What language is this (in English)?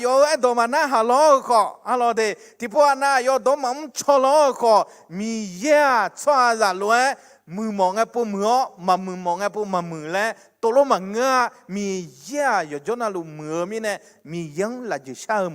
Akha